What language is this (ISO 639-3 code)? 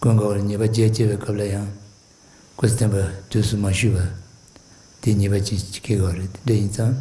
bod